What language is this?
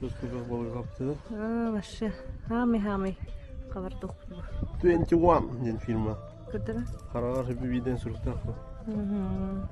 Yakut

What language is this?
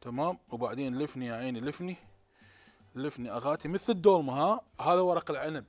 Mesopotamian Arabic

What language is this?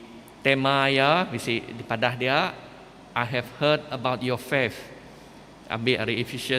Iban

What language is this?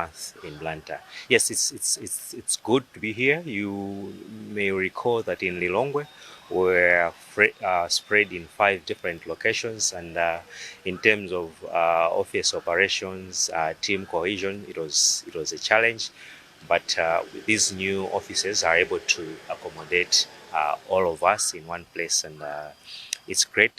English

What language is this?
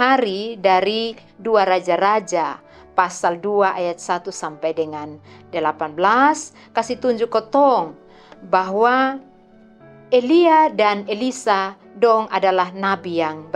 Kupang Malay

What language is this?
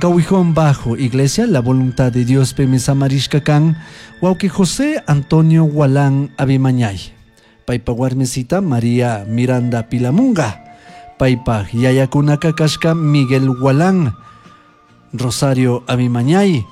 Chimborazo Highland Quichua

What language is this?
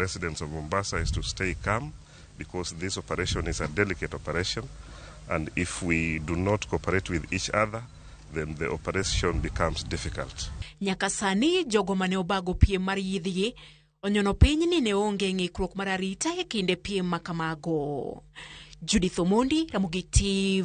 Luo (Kenya and Tanzania)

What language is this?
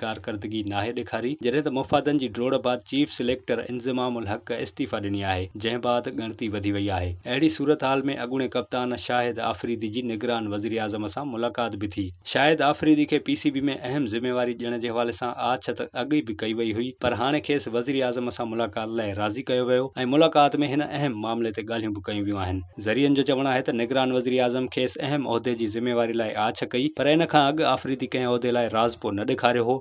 Sindhi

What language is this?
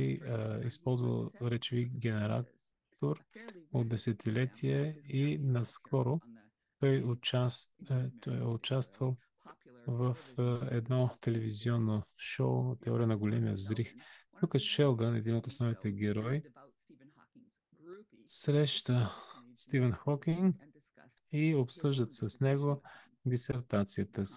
Bulgarian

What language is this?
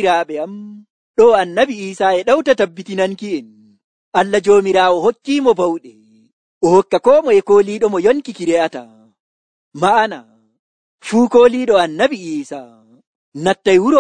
Nigerian Fulfulde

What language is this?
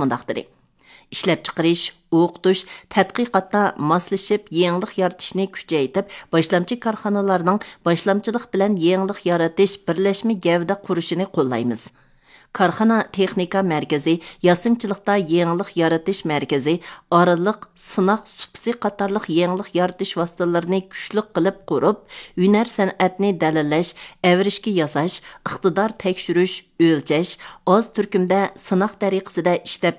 Uyghur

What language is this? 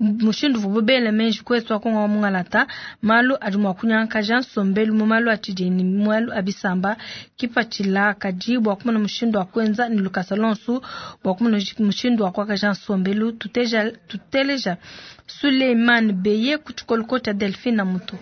Luba-Lulua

